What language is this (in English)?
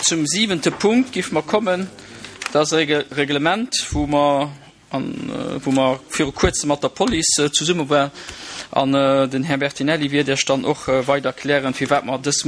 Luxembourgish